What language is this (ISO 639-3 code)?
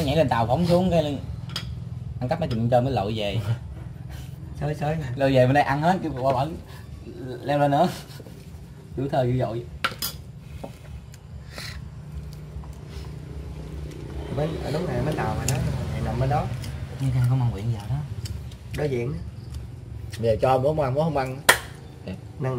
vie